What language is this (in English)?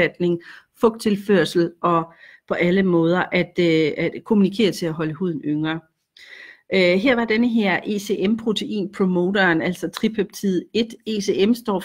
Danish